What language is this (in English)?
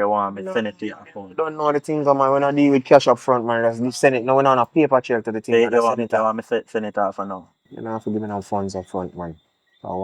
Jamaican Creole English